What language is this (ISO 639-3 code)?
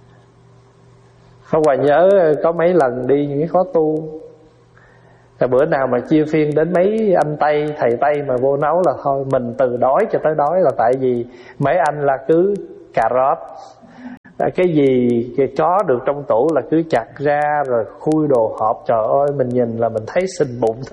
vie